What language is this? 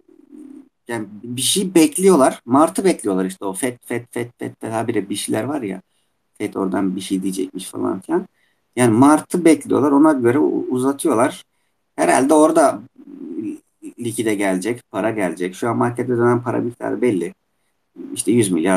Turkish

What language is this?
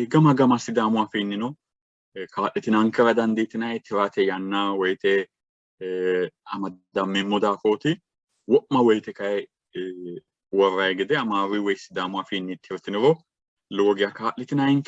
Sidamo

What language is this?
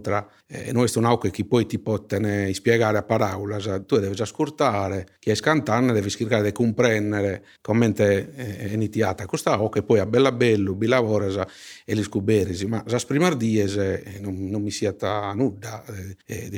Sardinian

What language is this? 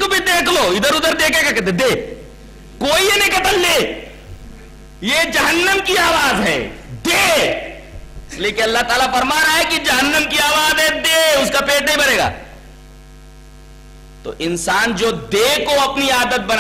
Urdu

